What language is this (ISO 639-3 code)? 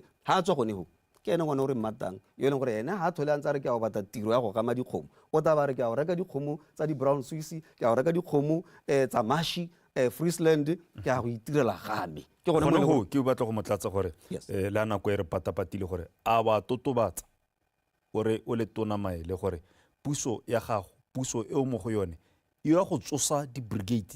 tsn